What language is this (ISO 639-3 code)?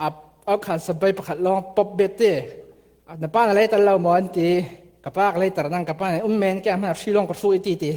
cfm